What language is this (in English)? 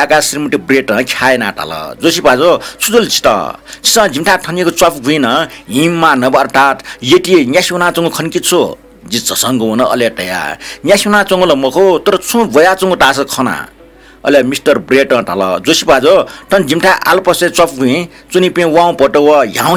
Newari